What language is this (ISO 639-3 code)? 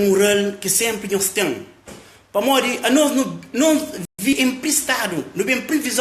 kea